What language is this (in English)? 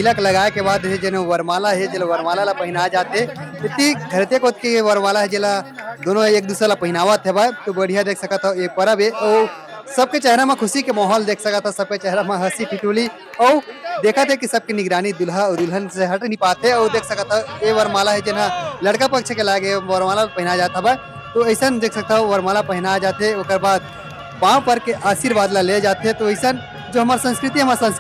Chhattisgarhi